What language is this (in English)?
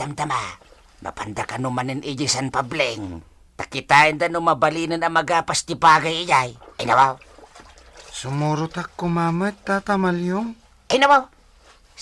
Iloko